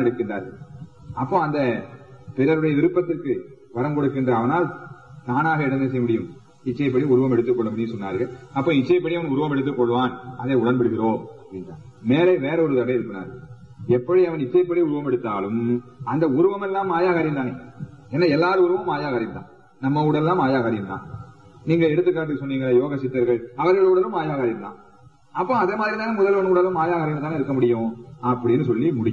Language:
Tamil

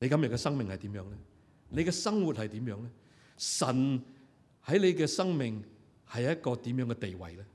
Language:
Cantonese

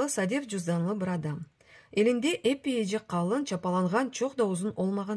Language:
Crimean Tatar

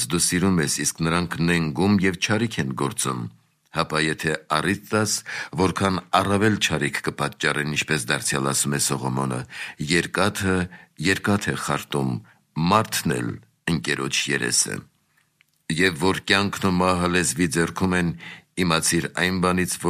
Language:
Armenian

